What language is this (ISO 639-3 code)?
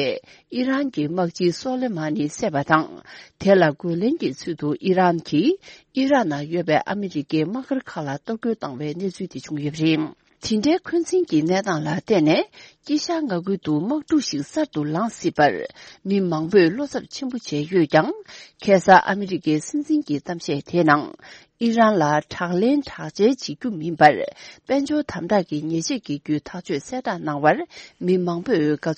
bod